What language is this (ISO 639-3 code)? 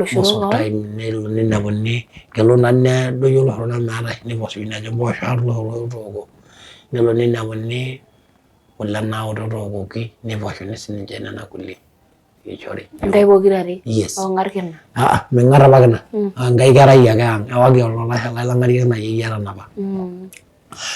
mas